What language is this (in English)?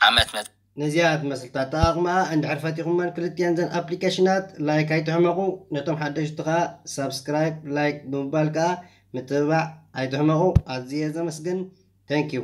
Tigrinya